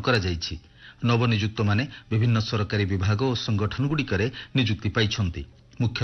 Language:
Odia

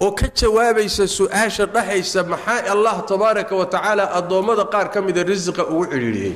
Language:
Somali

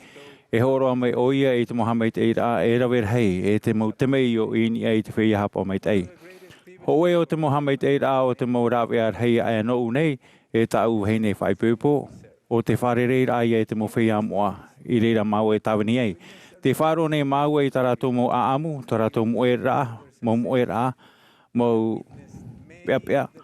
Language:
Tahitian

